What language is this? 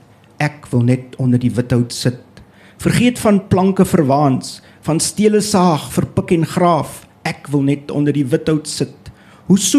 Afrikaans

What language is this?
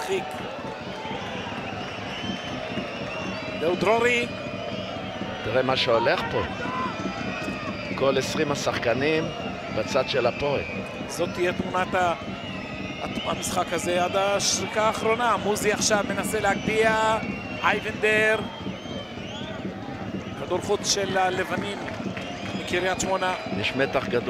Hebrew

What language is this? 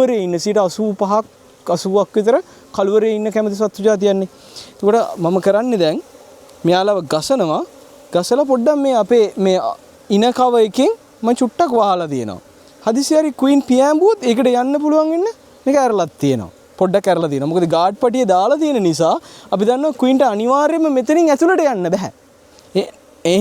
Sinhala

